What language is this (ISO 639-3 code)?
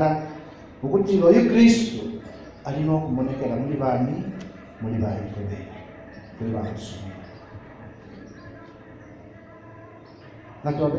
bem